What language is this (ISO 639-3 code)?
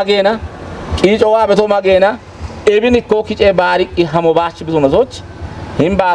kbr